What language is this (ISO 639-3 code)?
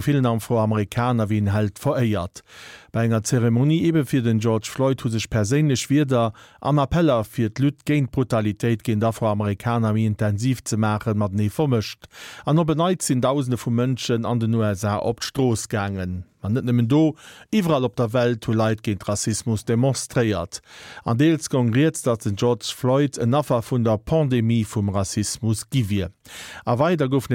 ltz